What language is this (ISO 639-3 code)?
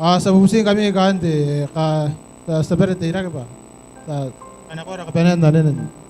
gil